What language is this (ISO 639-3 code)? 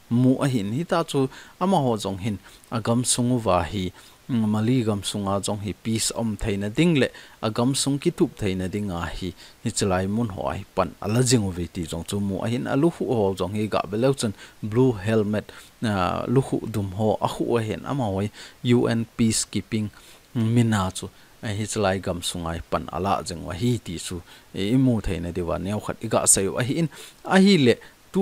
tcz